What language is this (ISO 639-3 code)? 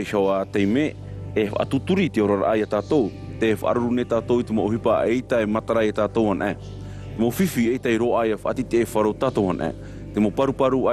tah